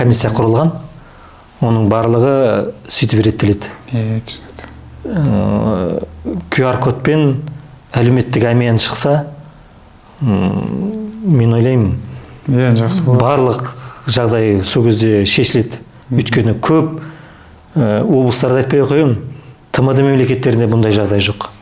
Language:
Kazakh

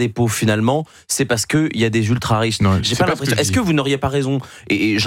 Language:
French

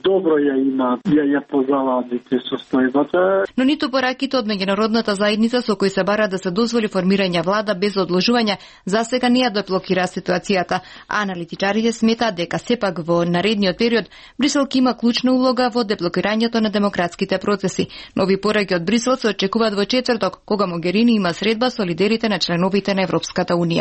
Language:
Macedonian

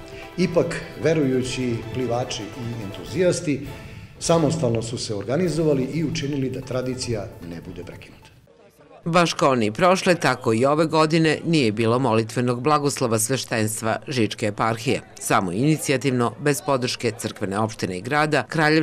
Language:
Serbian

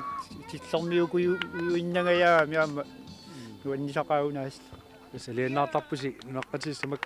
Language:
Kalaallisut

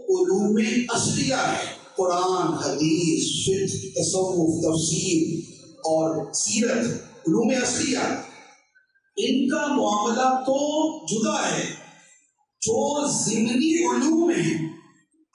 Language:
Urdu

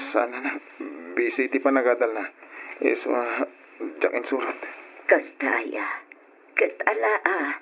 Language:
Iloko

